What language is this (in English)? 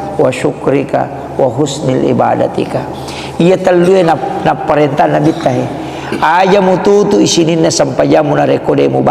Buginese